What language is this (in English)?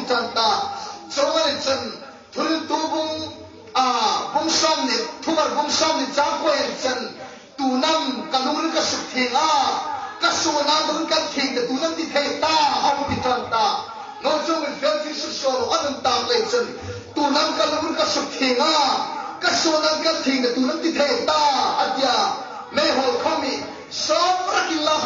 Hmar